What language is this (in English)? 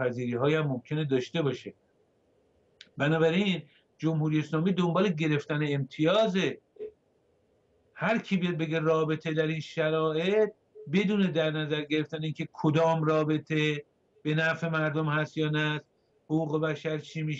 Persian